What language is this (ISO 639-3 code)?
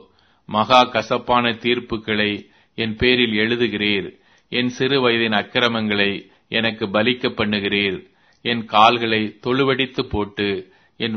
tam